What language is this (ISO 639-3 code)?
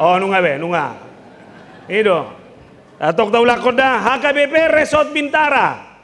bbc